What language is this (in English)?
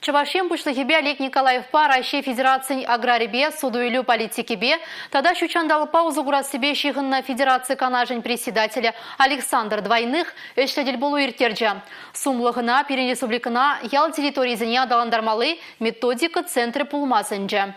Chuvash